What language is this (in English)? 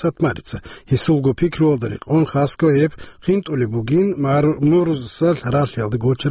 Avaric